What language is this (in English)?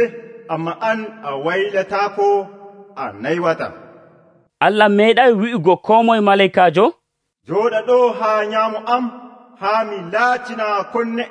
Nigerian Fulfulde